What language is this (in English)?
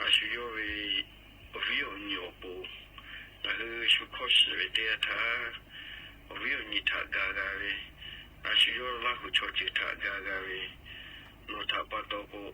Lahu